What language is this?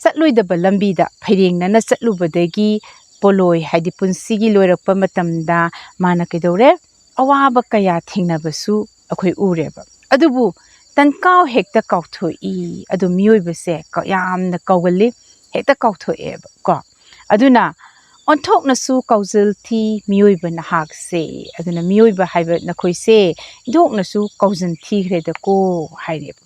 Manipuri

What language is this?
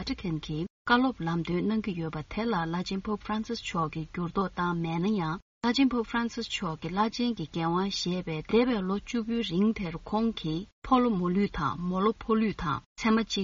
Tibetan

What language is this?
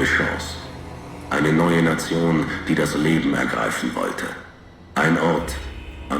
Bavarian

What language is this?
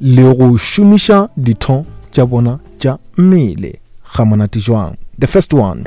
Northern Sotho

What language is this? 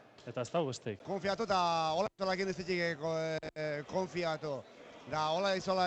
Basque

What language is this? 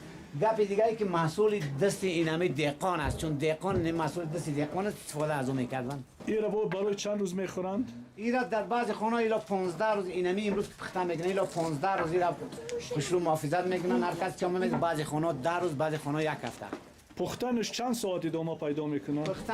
Persian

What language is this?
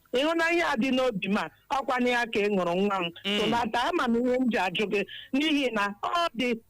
Igbo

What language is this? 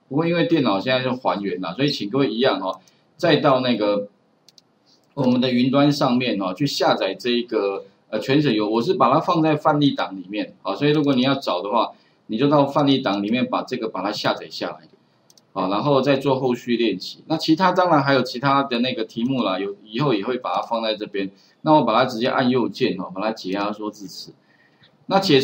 Chinese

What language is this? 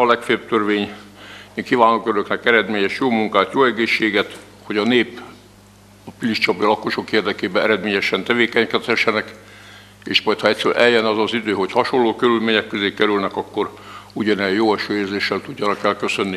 Hungarian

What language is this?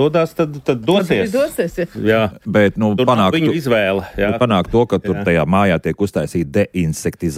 Latvian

